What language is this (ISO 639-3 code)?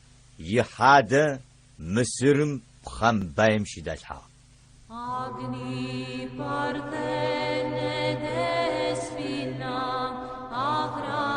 ady